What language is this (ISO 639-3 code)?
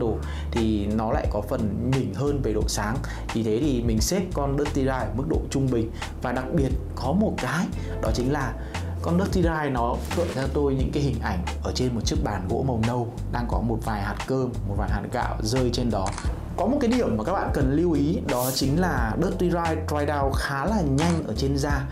vie